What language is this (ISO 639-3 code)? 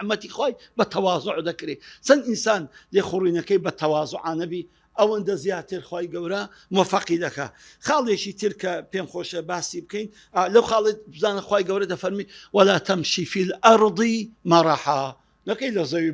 ckb